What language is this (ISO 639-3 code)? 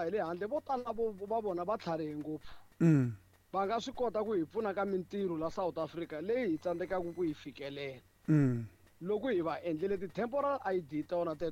tso